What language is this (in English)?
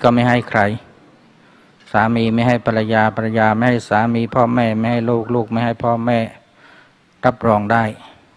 Thai